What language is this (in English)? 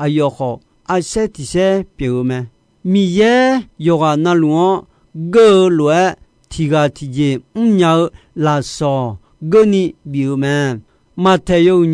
Akha